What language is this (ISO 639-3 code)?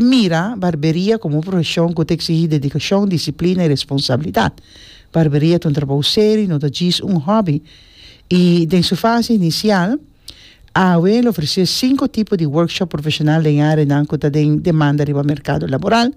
pap